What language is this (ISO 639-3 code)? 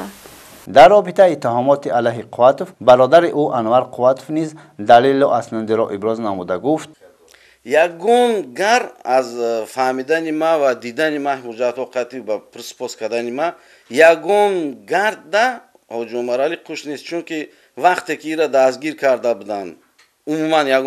tgk